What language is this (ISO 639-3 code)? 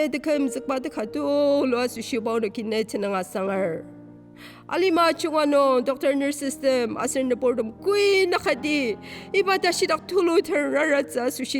njo